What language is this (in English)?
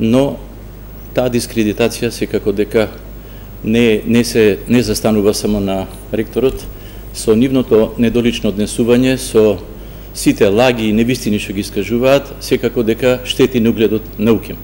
Macedonian